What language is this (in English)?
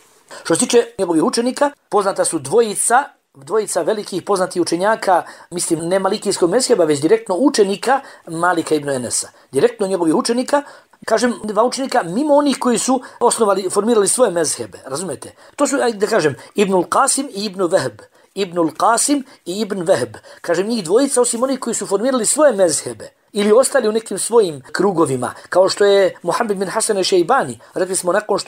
Bosnian